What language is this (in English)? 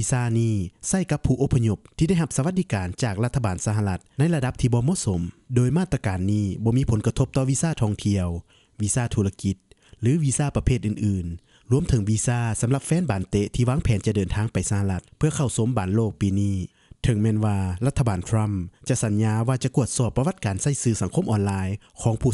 Lao